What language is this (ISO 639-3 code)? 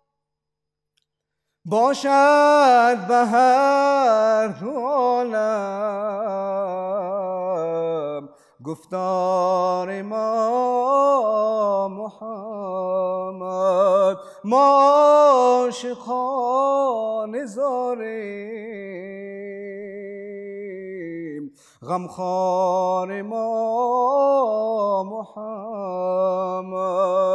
fas